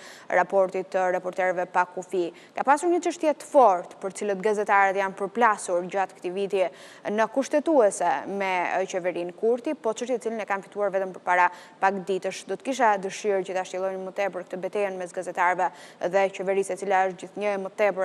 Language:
Albanian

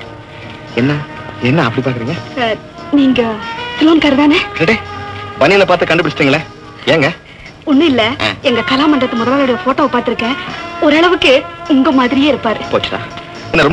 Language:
Tamil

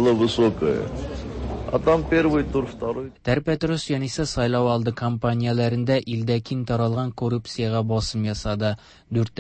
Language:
Tatar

